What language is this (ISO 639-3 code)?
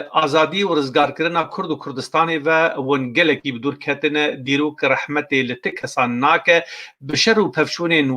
kur